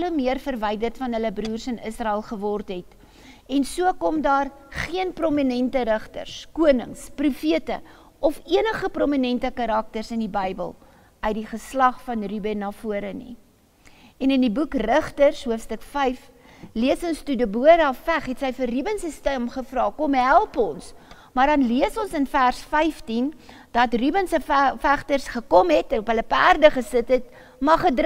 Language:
Afrikaans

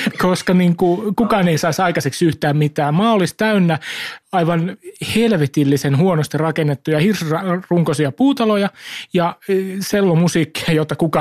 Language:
Finnish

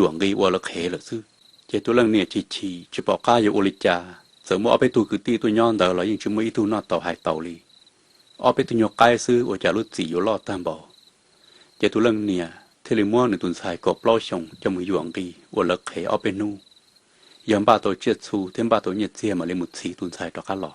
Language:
Hmong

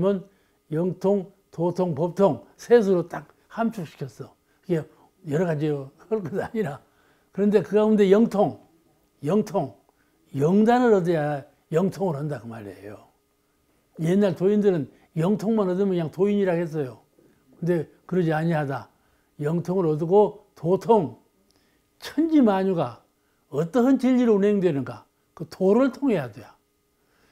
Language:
Korean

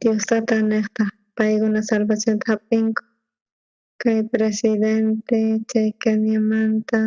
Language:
South Bolivian Quechua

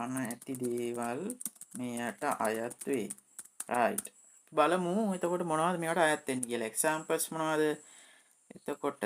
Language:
Sinhala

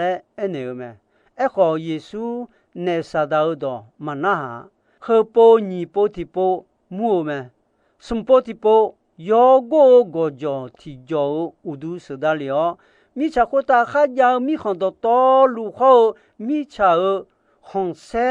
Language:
Akha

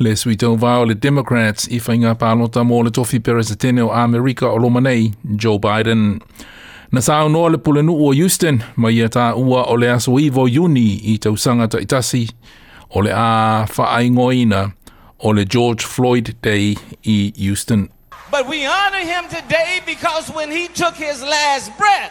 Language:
Samoan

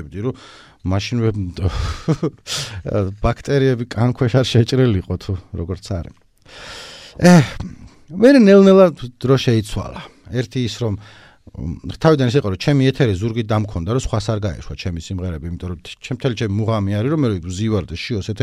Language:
Georgian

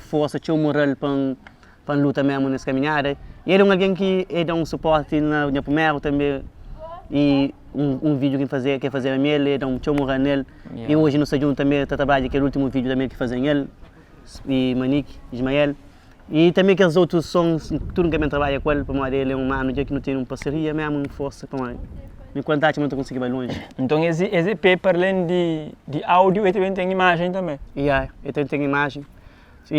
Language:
Kabuverdianu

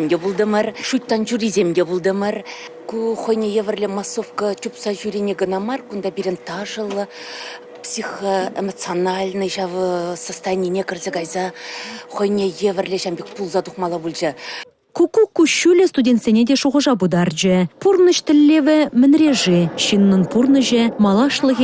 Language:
Chuvash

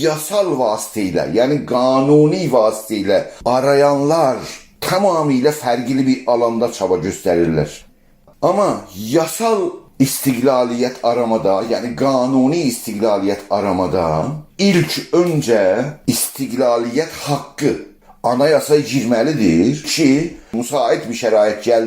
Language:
South Azerbaijani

